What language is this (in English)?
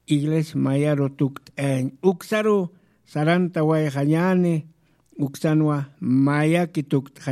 Aymara